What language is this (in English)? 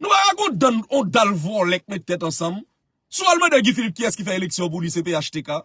Haitian Creole